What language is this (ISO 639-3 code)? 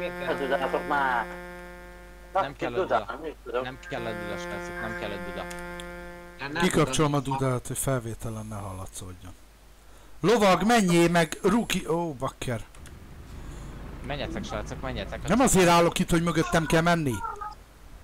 hun